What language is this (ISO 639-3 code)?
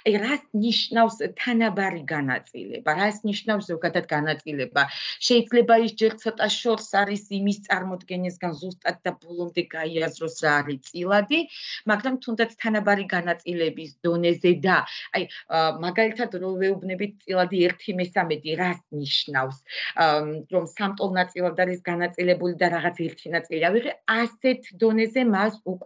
kat